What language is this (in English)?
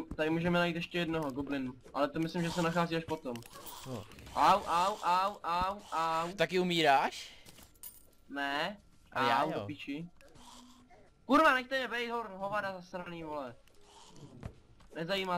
Czech